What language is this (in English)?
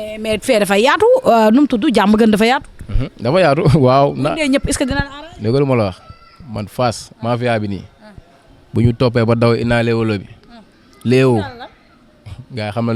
Wolof